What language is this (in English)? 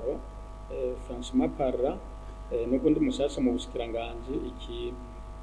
Rundi